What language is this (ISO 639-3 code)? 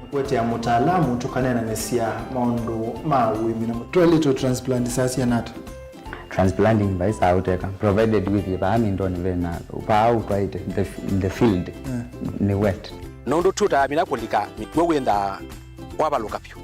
kam